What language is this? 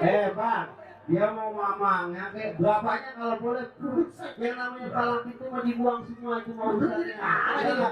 Betawi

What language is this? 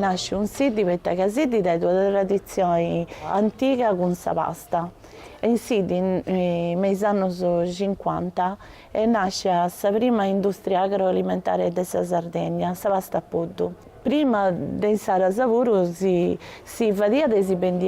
Sardinian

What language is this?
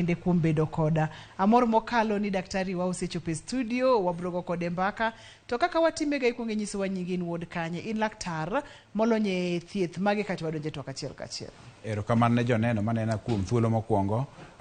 Luo (Kenya and Tanzania)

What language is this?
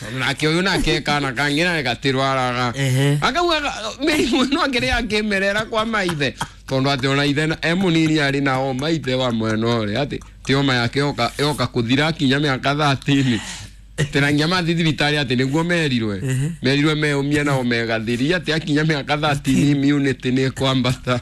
Kikuyu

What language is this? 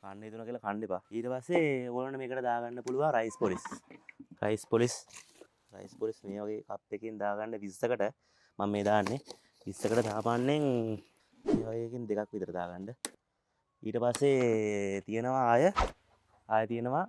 Sinhala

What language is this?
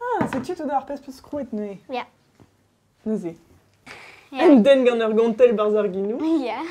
Breton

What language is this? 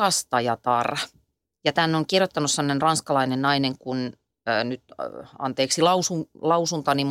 Finnish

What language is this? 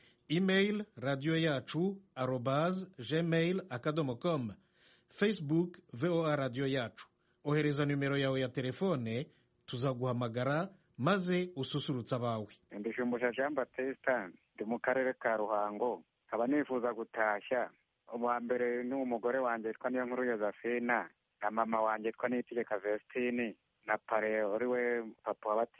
Kinyarwanda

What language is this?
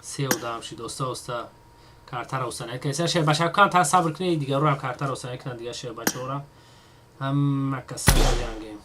Tajik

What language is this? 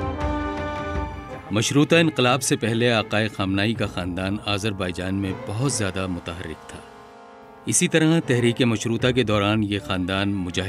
Urdu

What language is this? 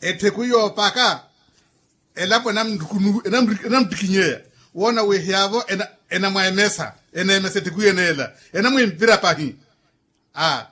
Makhuwa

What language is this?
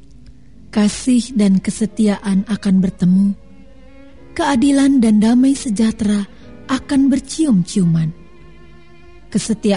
Indonesian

